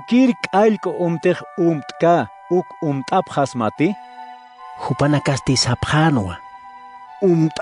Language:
Aymara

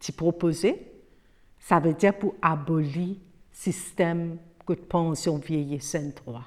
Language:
Morisyen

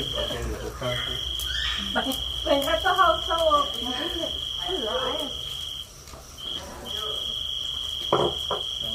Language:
Vietnamese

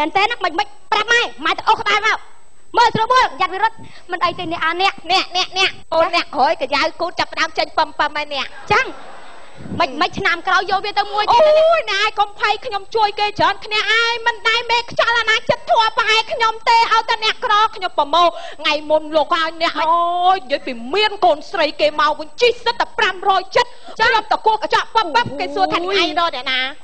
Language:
Khmer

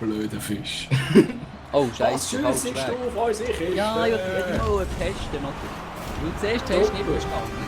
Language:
Swiss German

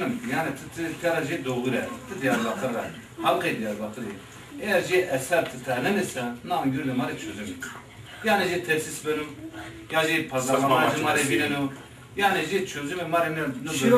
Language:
Zaza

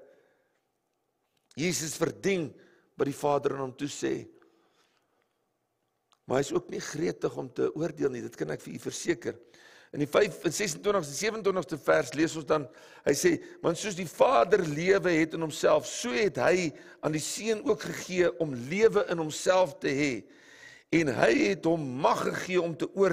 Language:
Afrikaans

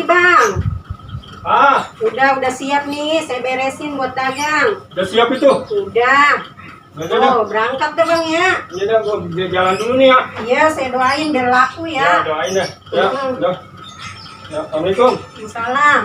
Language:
Betawi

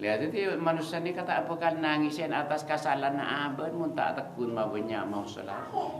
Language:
Madurese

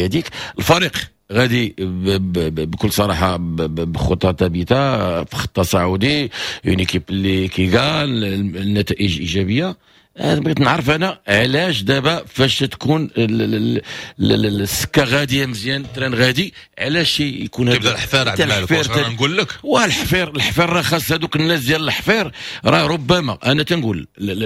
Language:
Moroccan Arabic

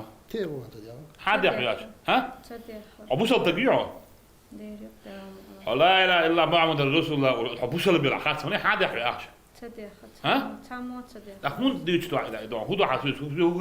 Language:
Chechen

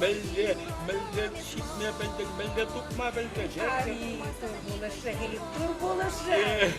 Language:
Chuvash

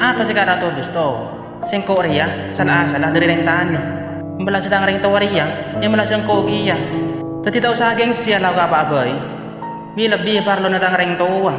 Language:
Madurese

